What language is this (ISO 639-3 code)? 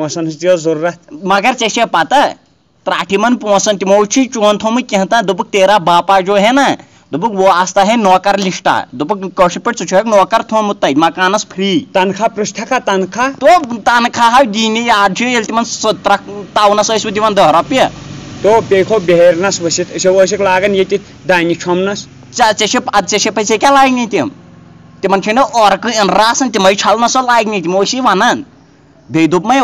kas